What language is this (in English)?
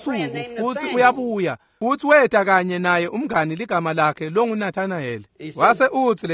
Swati